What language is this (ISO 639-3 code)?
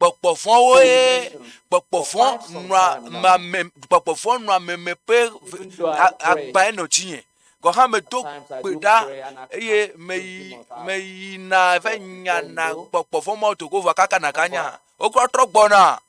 ewe